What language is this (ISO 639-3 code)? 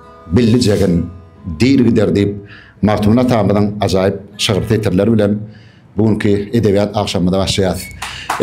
tuk